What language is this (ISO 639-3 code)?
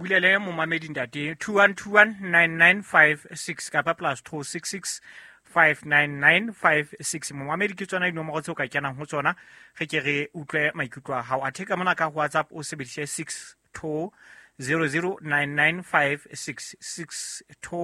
sot